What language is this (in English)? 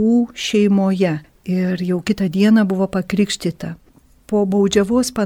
Lithuanian